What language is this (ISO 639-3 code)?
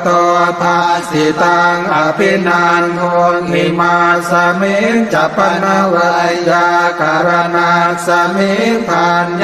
pli